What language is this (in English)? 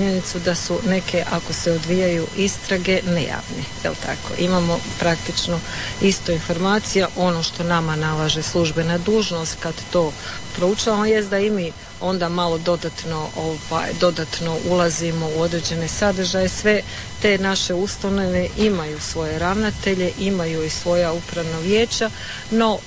Croatian